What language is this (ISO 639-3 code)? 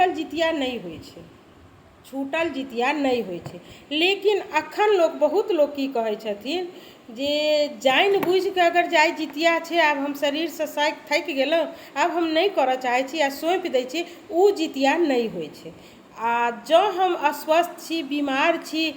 mai